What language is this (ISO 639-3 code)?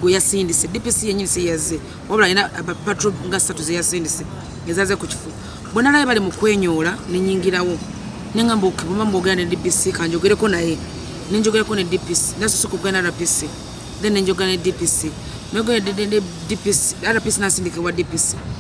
lug